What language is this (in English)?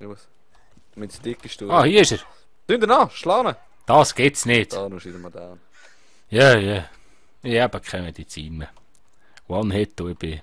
Swiss German